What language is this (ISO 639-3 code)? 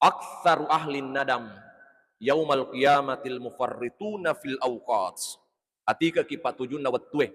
bug